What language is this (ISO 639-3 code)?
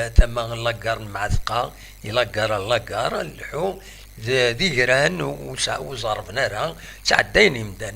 kab